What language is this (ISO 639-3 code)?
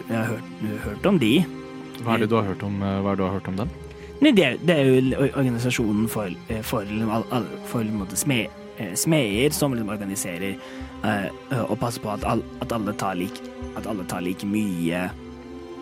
nor